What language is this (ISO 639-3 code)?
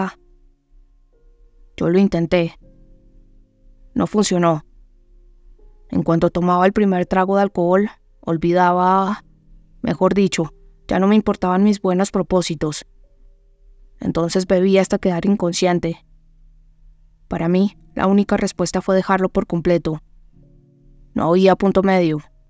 spa